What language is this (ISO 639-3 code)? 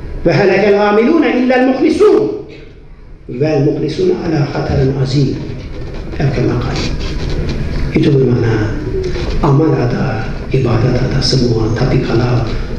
msa